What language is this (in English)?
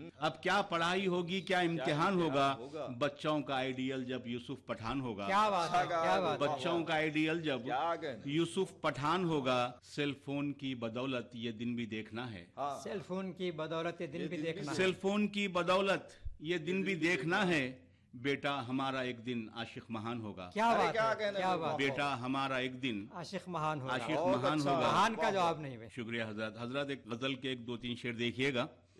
Urdu